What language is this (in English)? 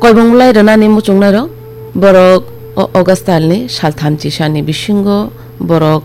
Kok Borok